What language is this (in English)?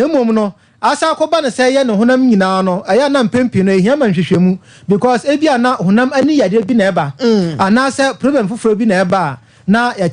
Akan